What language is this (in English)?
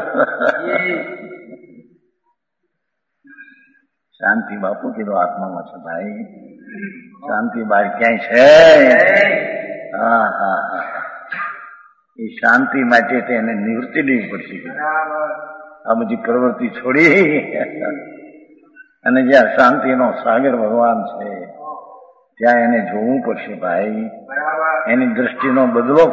Gujarati